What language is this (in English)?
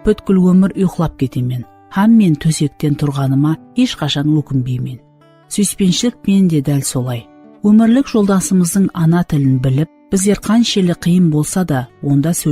Kara-Kalpak